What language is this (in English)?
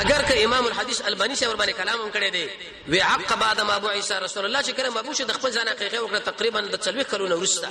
Pashto